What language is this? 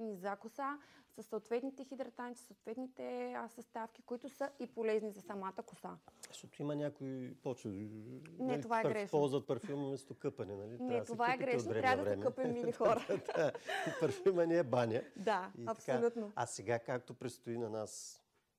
Bulgarian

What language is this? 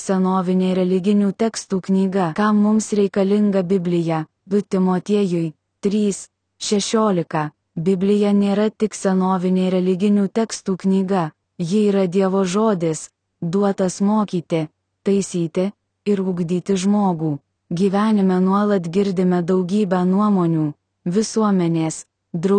Lithuanian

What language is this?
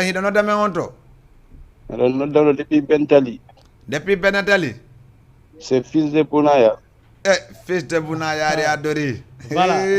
Fula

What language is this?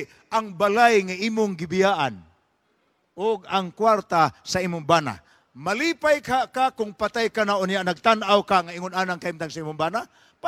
Cebuano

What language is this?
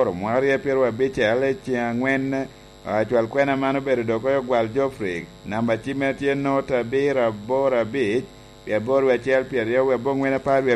Lango (Uganda)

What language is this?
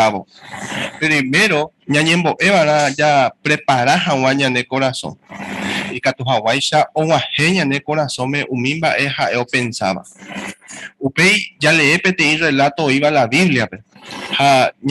Guarani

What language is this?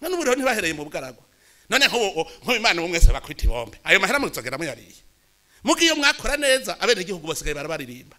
Rundi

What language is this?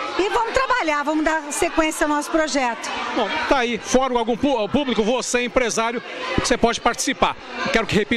Portuguese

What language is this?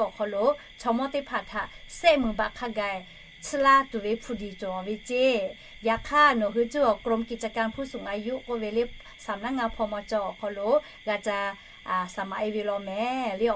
Lahu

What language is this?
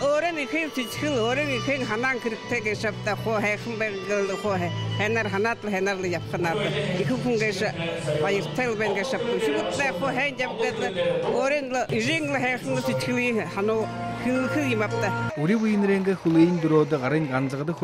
Buriat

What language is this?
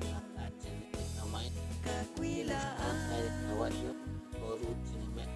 Kekchí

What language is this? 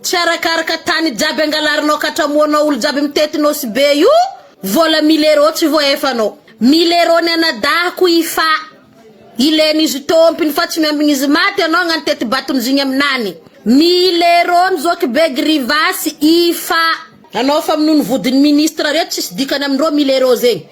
Malagasy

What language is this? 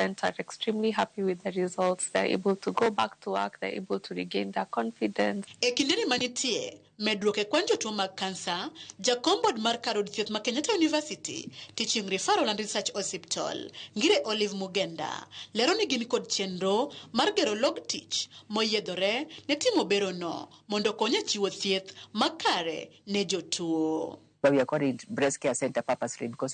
Luo (Kenya and Tanzania)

